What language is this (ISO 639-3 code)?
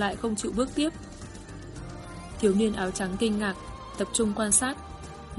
vie